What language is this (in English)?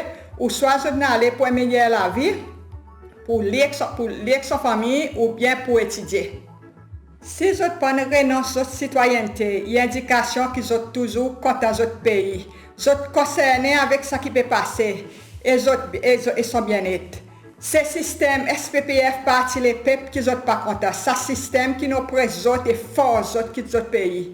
Seselwa Creole French